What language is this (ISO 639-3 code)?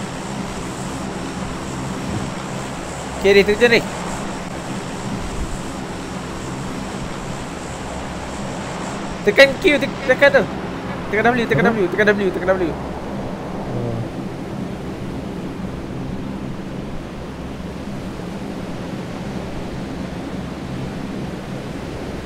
msa